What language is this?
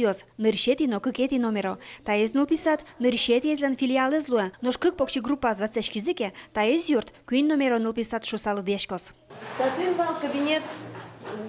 Udmurt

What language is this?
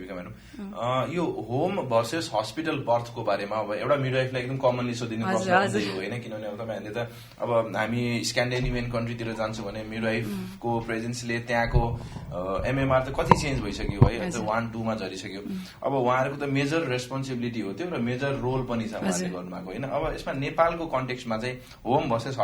Nepali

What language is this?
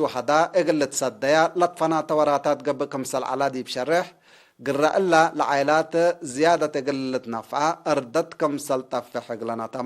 Tigre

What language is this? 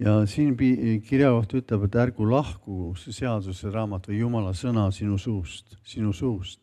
Estonian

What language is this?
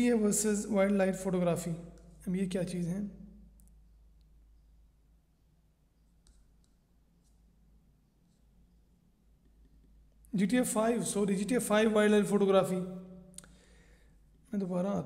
Hindi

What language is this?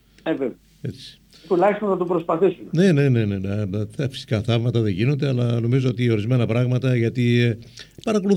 Greek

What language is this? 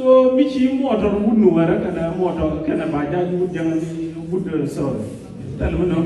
Nuer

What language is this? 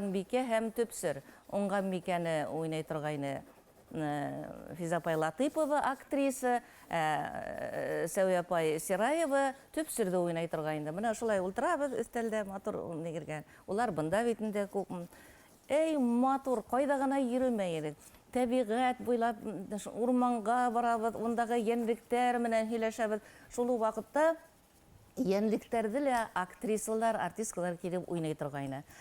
Bashkir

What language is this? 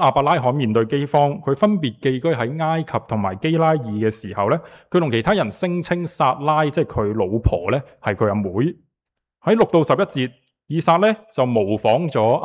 Cantonese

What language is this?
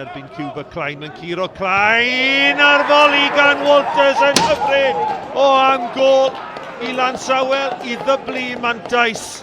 Welsh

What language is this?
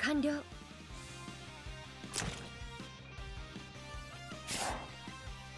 Japanese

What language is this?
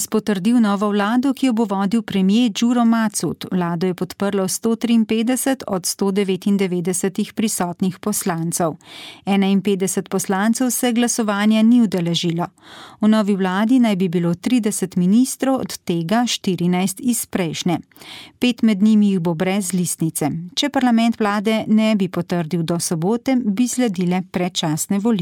Slovenian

